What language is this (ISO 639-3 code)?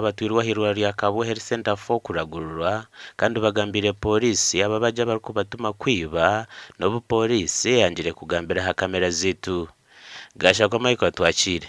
nyn